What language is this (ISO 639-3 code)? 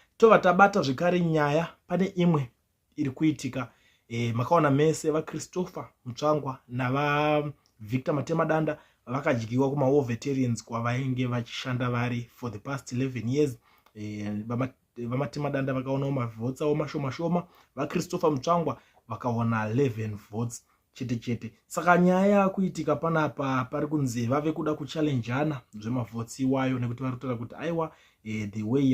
sna